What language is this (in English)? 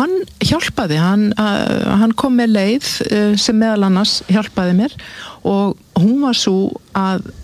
Icelandic